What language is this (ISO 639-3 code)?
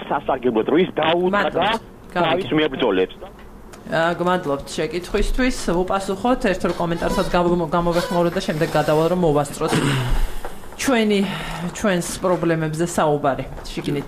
kat